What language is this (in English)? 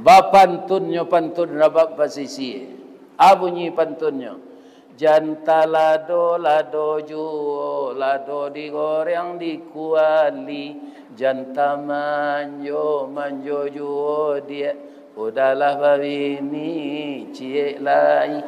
Minangkabau